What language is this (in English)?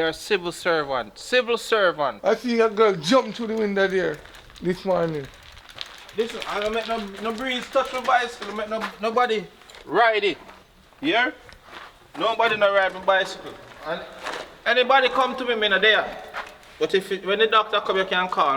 Jamaican Creole English